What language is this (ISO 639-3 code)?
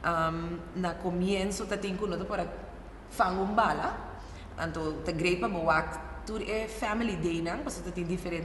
pap